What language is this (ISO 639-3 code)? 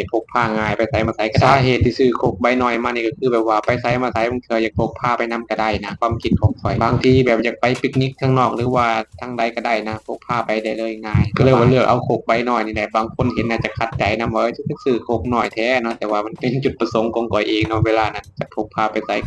lao